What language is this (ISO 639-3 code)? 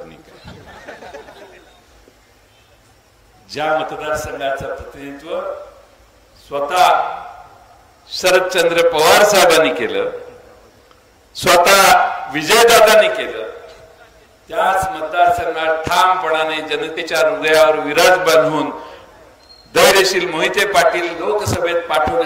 mar